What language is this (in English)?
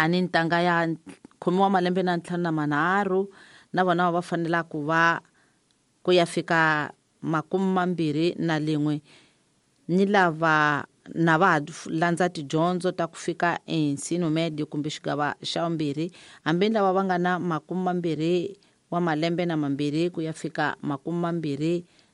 Tsonga